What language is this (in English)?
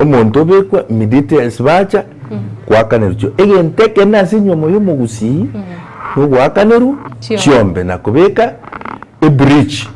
Gusii